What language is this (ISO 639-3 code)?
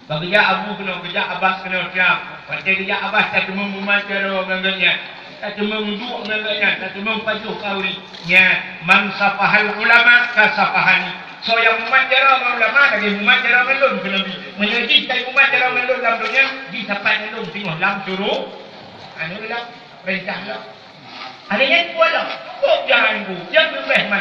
ace